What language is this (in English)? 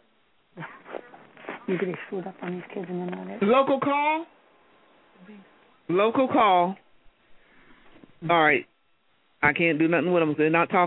English